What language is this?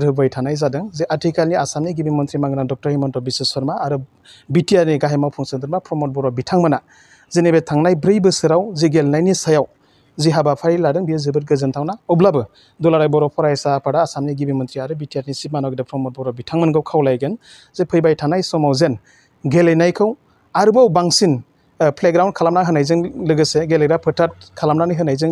Bodo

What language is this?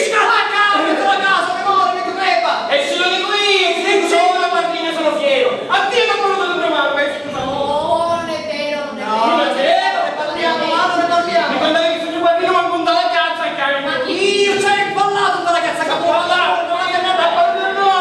Sicilian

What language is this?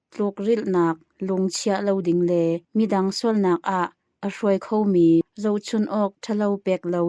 Hakha Chin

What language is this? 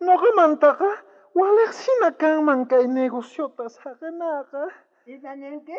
South Bolivian Quechua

